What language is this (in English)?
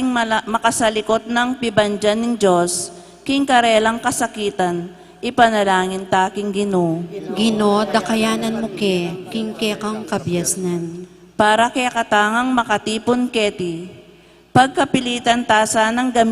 Pampanga